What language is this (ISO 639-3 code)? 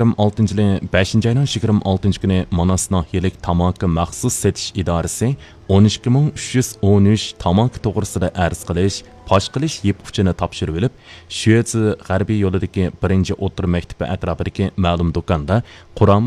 uig